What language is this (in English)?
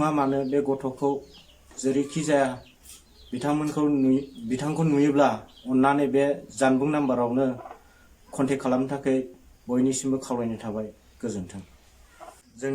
Bodo